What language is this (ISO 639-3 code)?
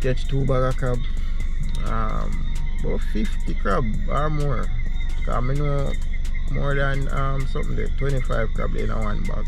jam